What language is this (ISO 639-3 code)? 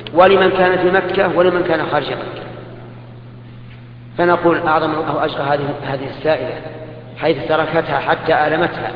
ara